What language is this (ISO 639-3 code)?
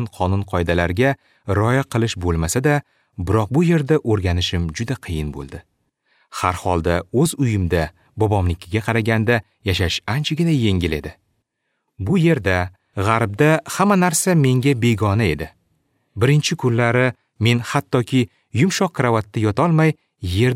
uzb